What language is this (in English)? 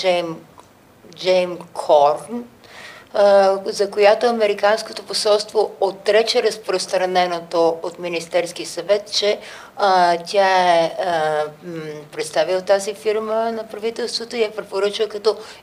Bulgarian